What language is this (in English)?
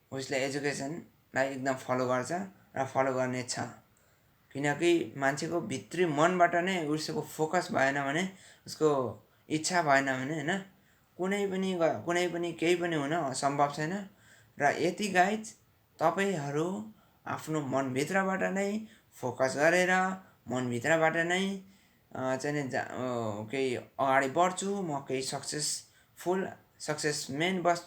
Nepali